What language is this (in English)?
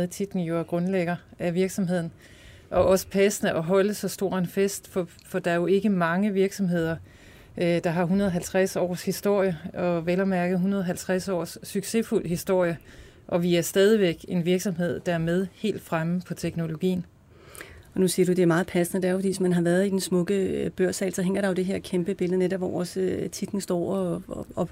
Danish